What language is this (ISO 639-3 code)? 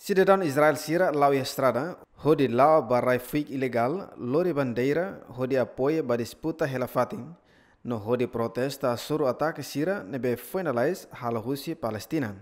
tet